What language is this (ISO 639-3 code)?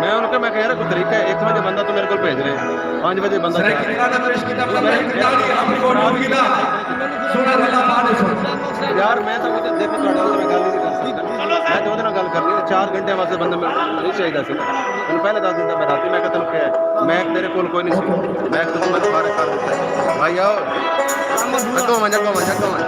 skr